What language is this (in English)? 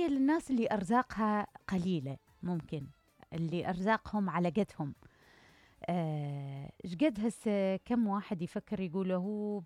Mesopotamian Arabic